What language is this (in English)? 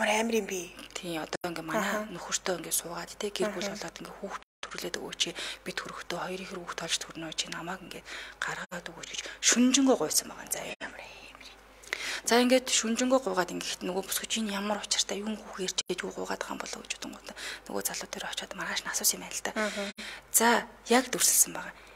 Mongolian